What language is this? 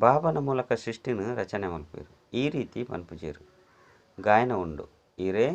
Tulu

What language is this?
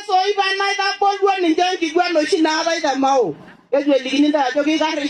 Masai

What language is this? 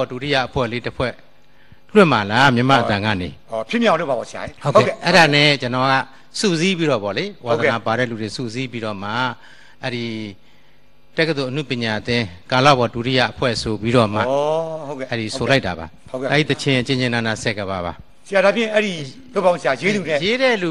Burmese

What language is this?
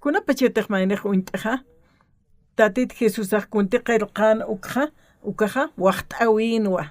Aymara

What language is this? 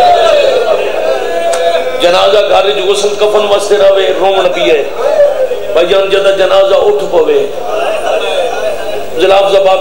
Saraiki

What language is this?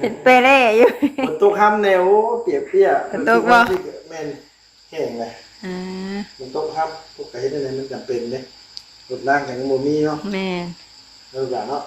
Northeastern Thai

